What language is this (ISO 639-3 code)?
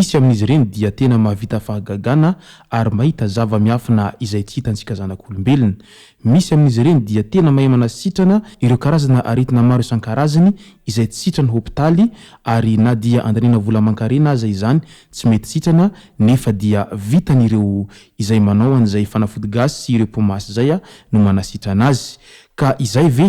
mlg